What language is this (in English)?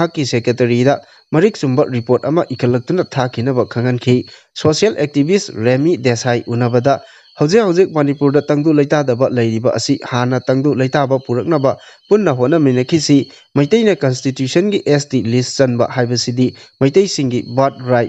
Manipuri